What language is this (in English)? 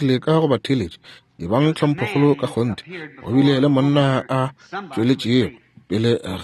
Northern Sotho